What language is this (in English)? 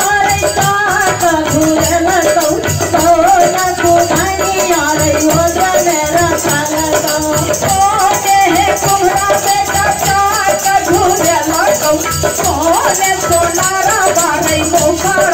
Maithili